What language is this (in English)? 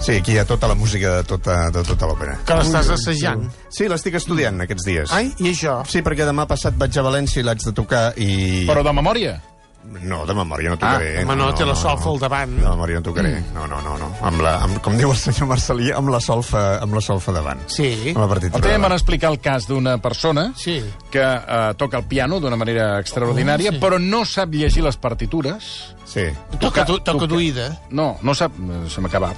Catalan